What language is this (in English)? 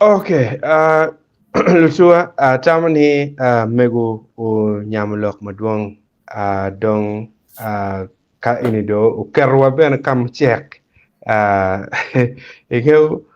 Acoli